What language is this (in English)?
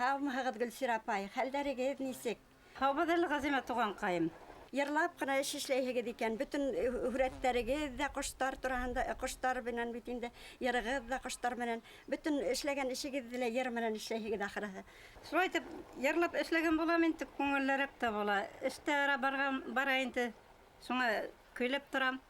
Bashkir